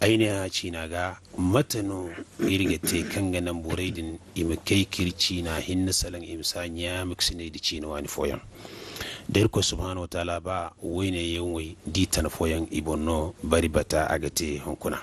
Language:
Zarma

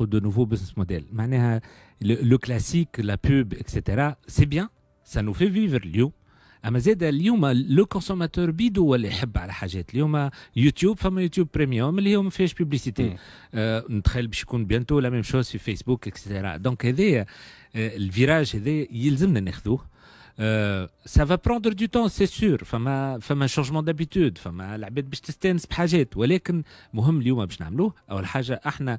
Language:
Tunisian Arabic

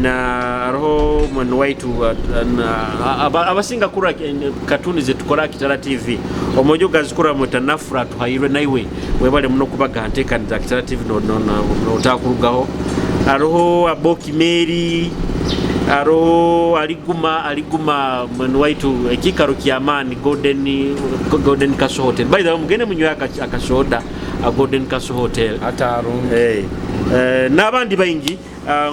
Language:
Nyoro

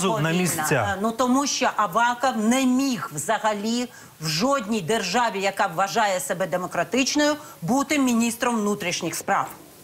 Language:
Ukrainian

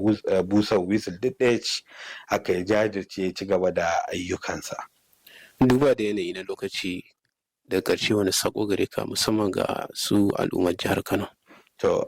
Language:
Hausa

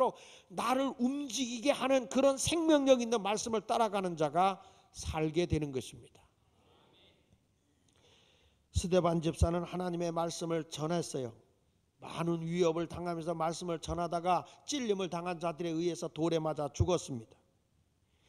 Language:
Korean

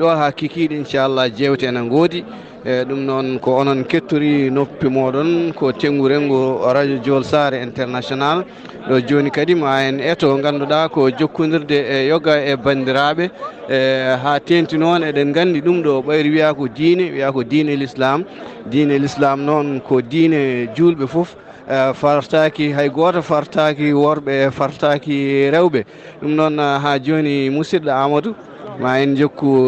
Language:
Fula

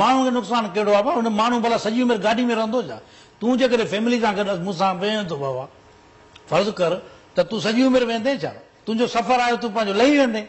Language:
Sindhi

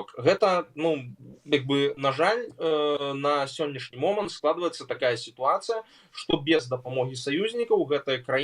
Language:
Belarusian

